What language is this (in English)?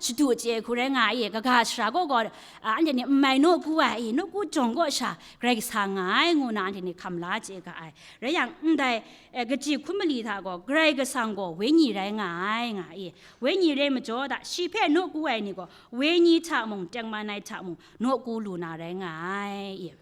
Kachin